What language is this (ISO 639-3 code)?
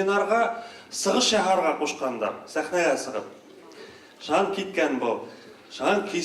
bak